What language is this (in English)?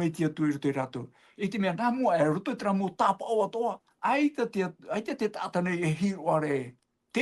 Tahitian